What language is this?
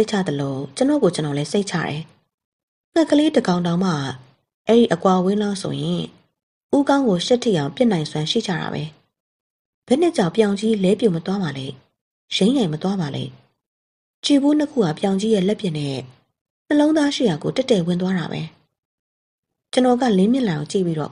Burmese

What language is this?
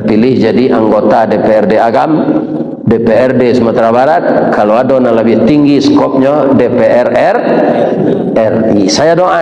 Minangkabau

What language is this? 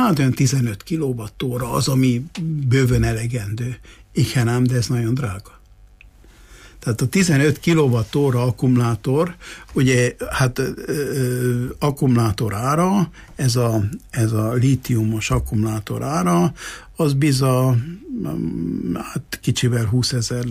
Hungarian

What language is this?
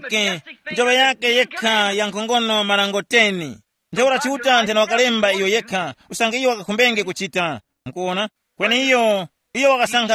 Tumbuka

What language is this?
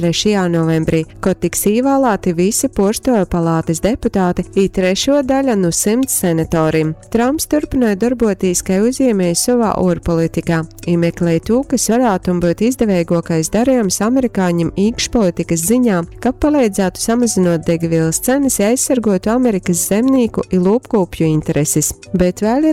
Latgalian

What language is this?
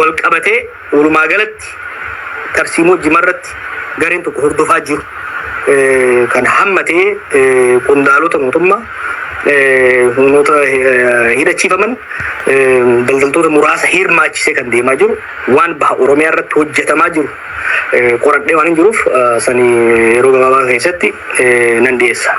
Oromo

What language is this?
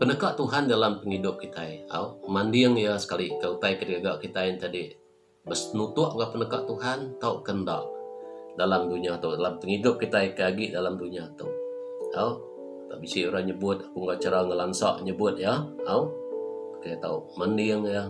Iban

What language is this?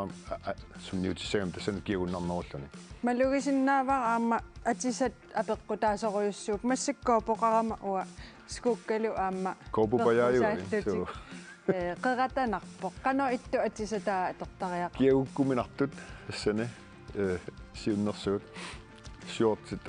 Kalaallisut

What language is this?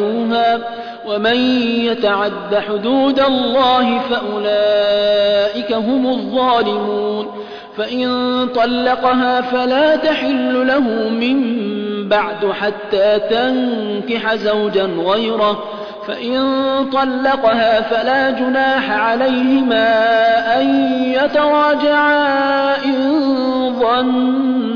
Arabic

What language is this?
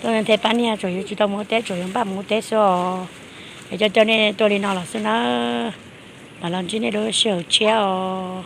Hmong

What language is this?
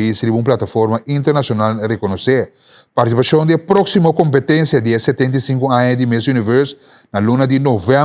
Papiamento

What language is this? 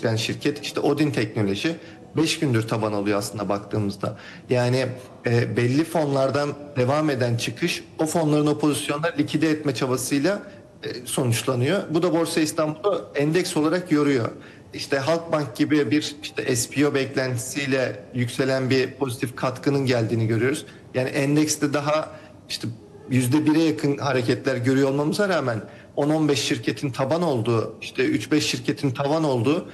Turkish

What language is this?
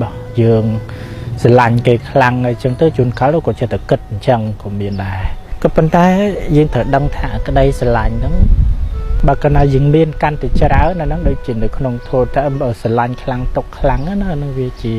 Khmer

